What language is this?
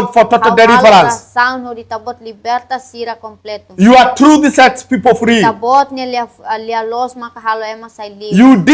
Tetum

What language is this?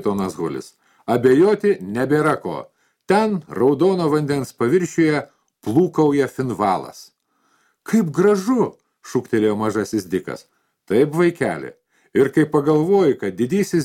Lithuanian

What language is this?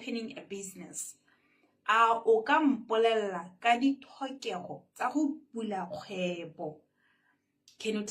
Tswana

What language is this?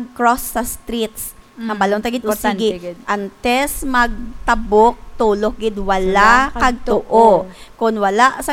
Hiligaynon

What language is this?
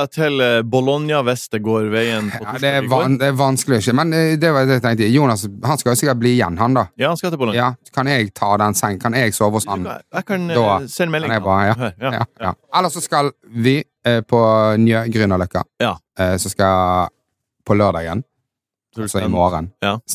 Norwegian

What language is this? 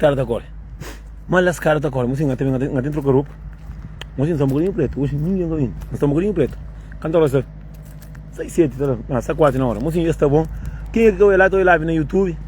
Kabuverdianu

